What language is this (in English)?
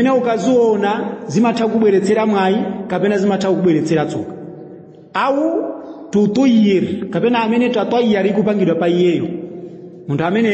Nyanja